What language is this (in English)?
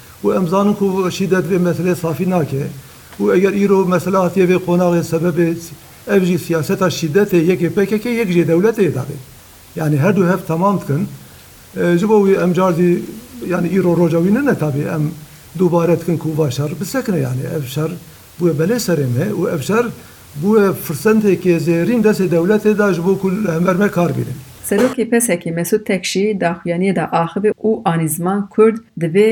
Kurdish